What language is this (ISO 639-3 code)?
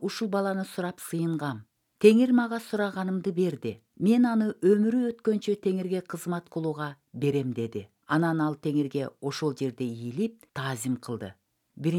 kir